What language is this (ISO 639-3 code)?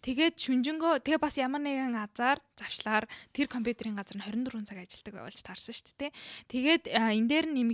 mon